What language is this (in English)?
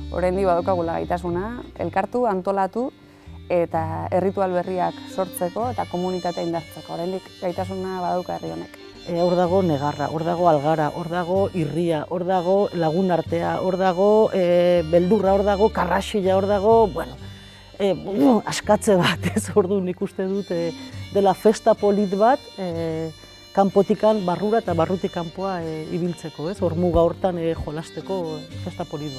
Basque